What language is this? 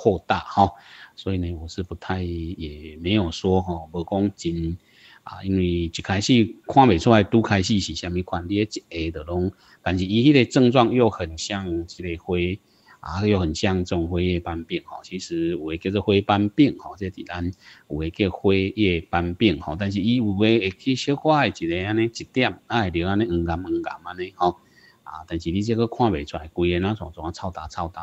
Min Nan Chinese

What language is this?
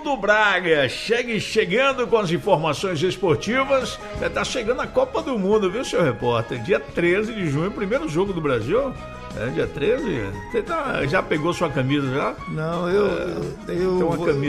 Portuguese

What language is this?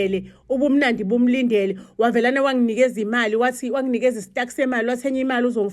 Zulu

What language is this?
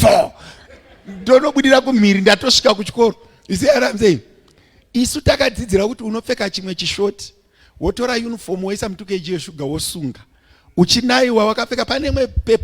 Shona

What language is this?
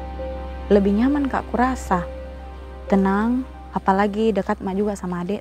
Makassar Malay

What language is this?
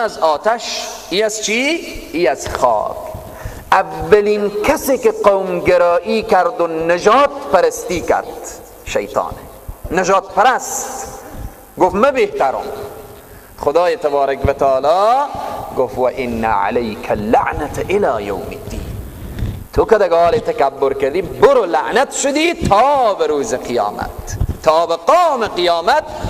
Persian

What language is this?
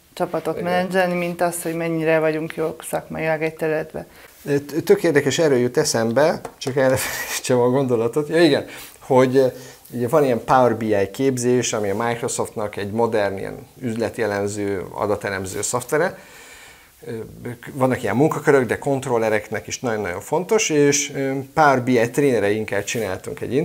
Hungarian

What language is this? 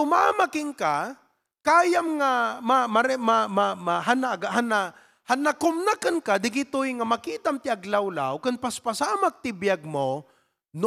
Iloko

